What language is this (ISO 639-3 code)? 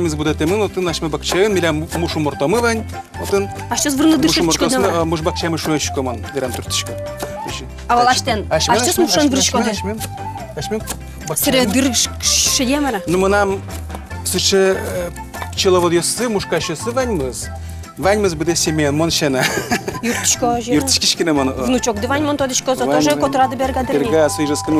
udm